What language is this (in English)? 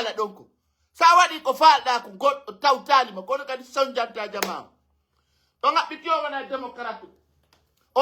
Pular